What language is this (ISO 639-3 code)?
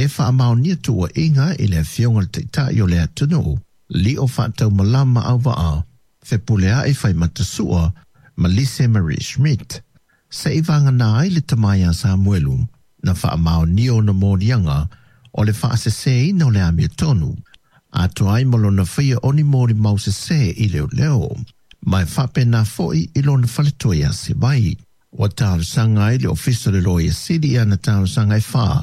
smo